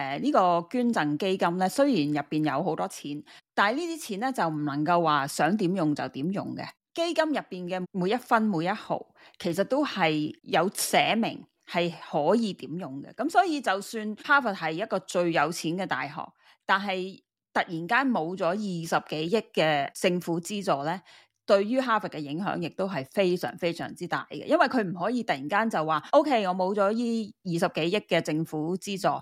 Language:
Cantonese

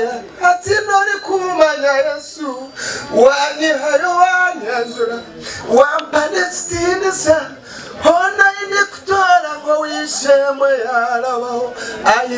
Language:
Nyankole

